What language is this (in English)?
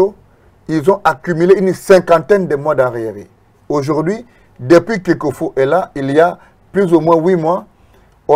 French